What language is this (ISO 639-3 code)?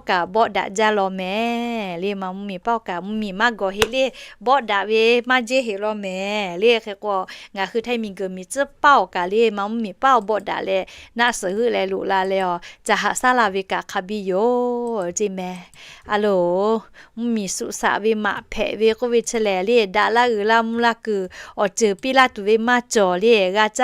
lhu